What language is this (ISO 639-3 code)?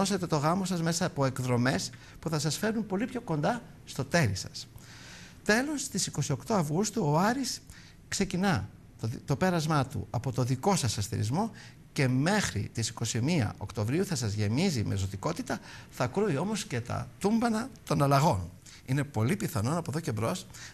ell